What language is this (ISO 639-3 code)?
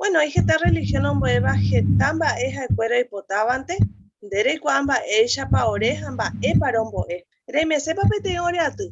grn